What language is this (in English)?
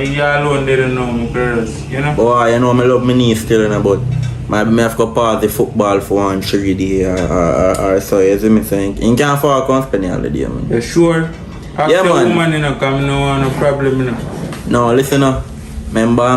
Jamaican Creole English